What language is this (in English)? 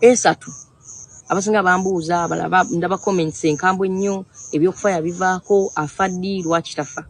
Ganda